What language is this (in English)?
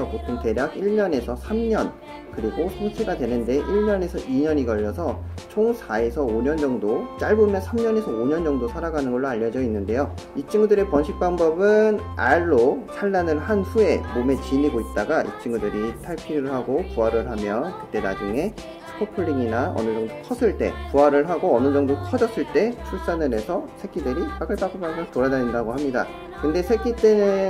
Korean